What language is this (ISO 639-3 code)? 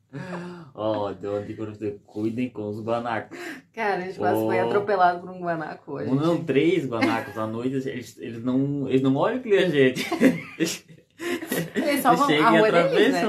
por